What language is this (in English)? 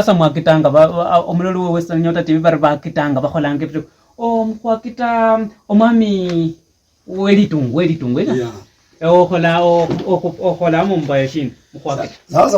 Luyia